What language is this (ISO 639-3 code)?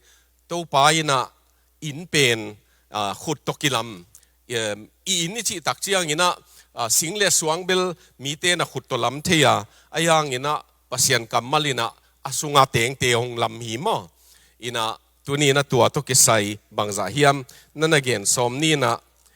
ctd